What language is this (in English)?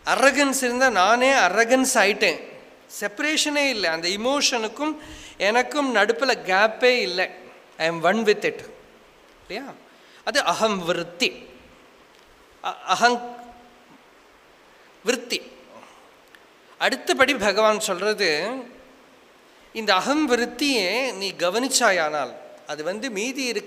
Tamil